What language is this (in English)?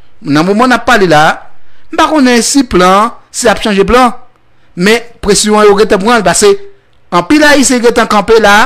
Haitian Creole